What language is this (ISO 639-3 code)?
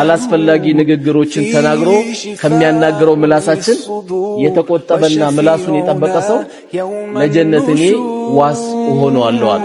amh